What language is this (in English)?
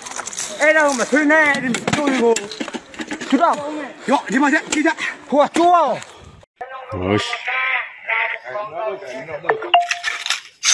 Burmese